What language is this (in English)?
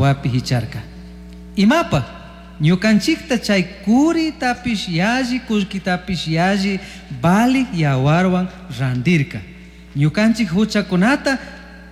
Chimborazo Highland Quichua